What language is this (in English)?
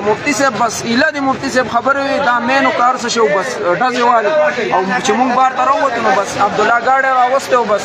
Pashto